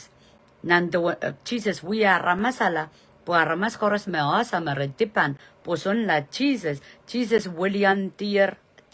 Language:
Pohnpeian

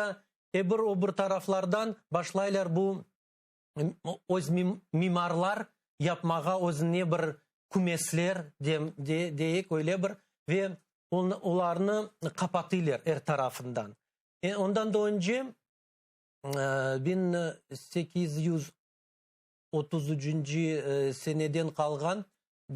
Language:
Crimean Tatar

